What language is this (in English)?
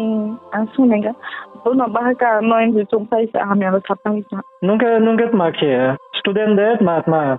Riang (India)